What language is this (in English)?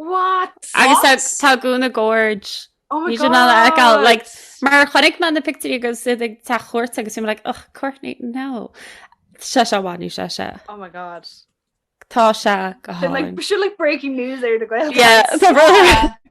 Irish